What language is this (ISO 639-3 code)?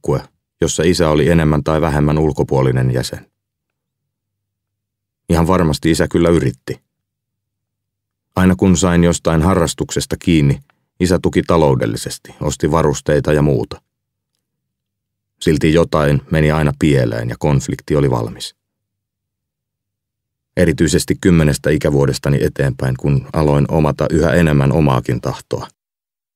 fin